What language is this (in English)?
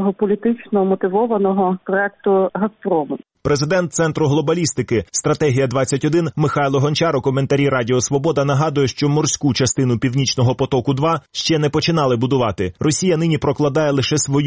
Ukrainian